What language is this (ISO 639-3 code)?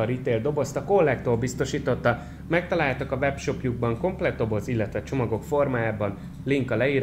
hun